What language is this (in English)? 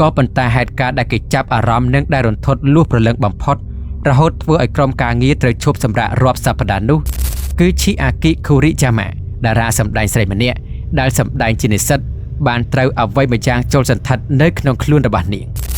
Khmer